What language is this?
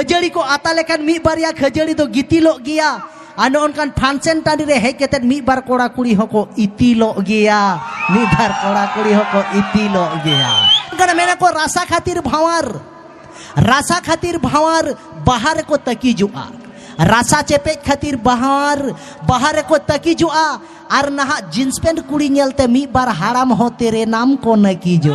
Santali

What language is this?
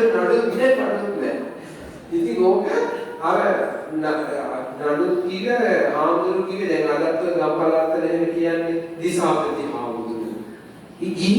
Sinhala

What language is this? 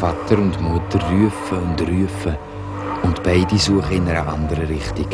Swiss German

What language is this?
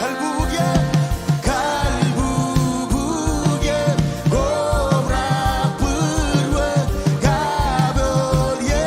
Marshallese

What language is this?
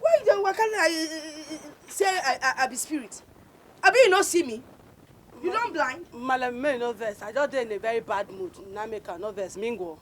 Nigerian Pidgin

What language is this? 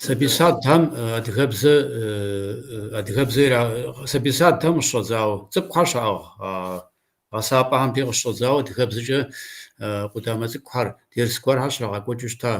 Kabardian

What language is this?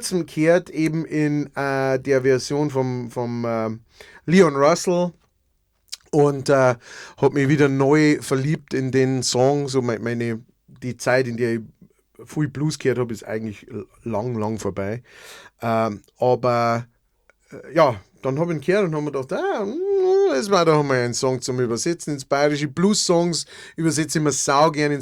Bavarian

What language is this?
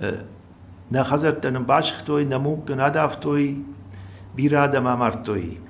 Ossetic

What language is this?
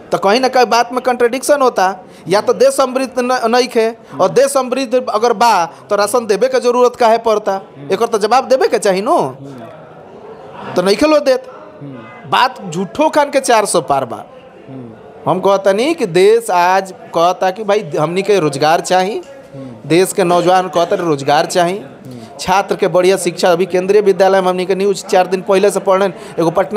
Bhojpuri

